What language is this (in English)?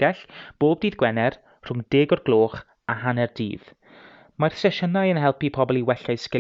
Welsh